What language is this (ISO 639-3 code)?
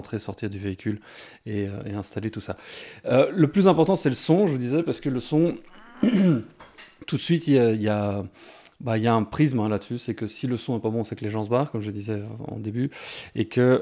fra